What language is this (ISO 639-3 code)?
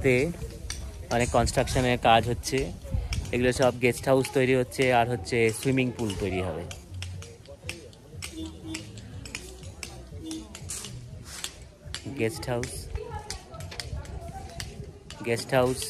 ben